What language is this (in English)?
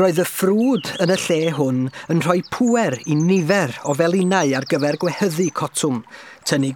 Welsh